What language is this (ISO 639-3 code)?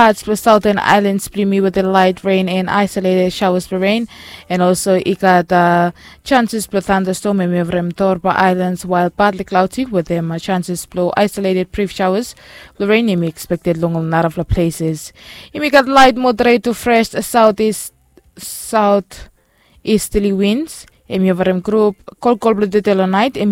bis